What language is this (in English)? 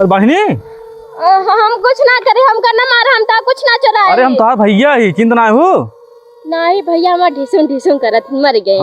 Awadhi